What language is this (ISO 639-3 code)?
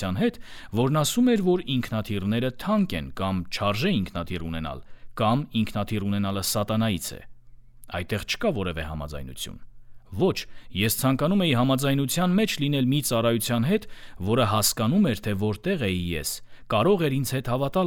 hye